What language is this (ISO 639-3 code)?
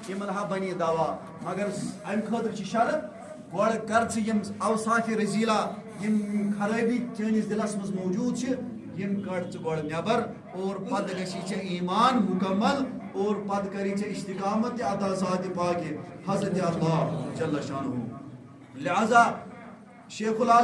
kas